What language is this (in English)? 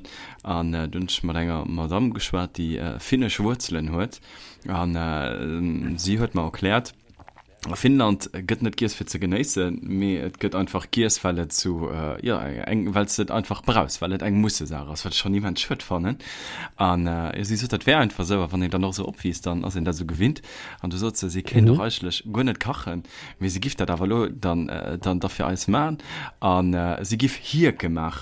Luxembourgish